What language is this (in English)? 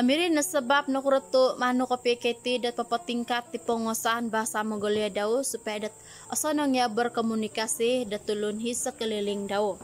Central Dusun